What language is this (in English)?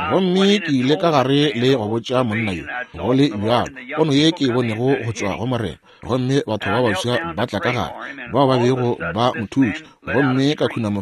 Northern Sotho